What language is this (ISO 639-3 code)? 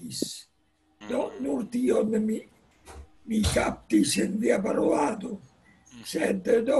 epo